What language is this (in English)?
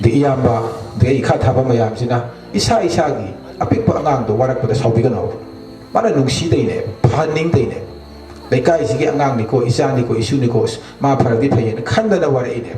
Manipuri